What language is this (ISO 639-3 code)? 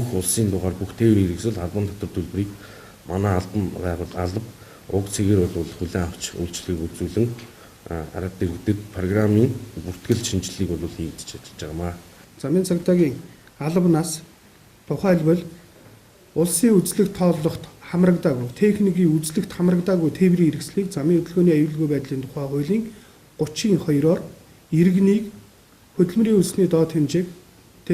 mon